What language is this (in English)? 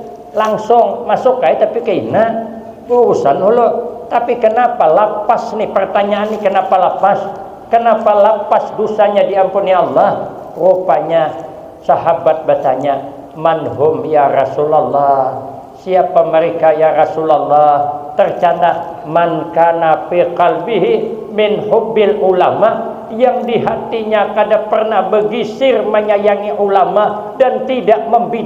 Banjar